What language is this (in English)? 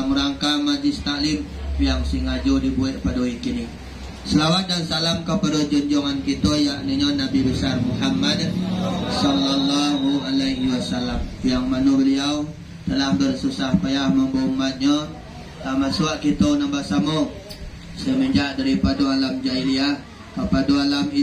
Minangkabau